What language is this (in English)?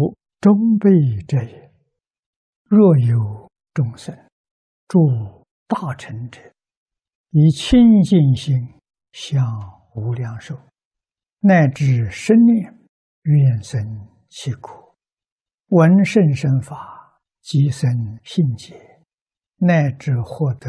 Chinese